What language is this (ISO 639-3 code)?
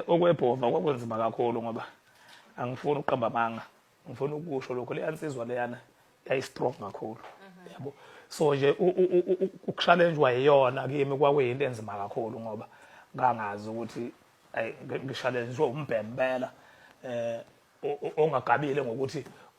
zul